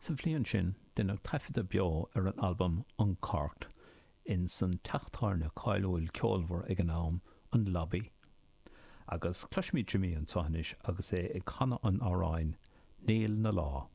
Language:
Irish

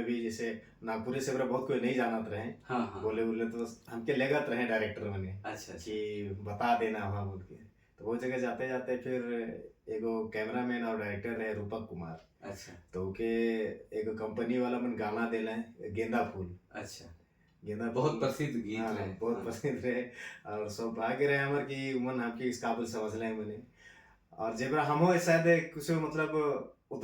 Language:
Sadri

